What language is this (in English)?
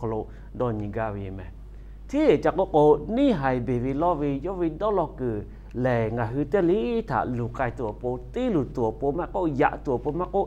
Lahu